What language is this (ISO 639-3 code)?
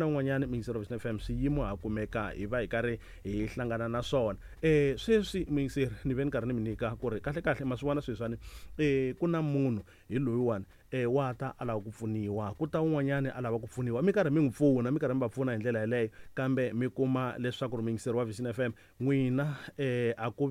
tso